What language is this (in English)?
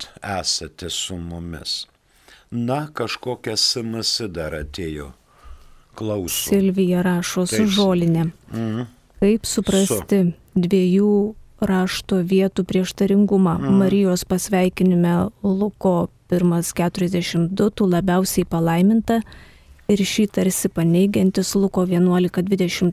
Lithuanian